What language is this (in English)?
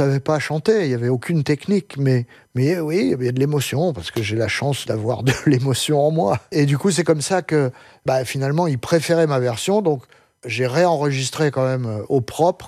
French